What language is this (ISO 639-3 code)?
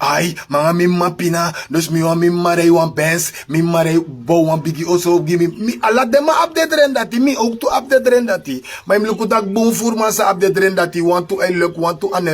srn